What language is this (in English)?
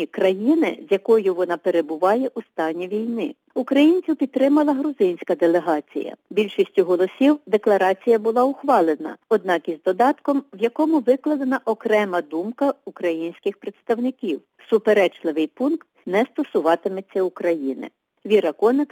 Ukrainian